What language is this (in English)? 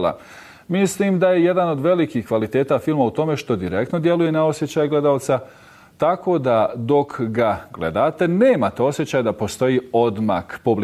Bosnian